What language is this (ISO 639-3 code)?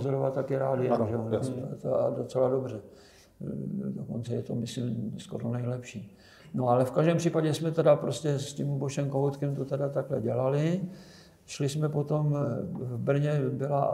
ces